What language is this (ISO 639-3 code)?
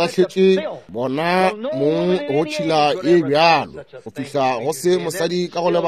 nso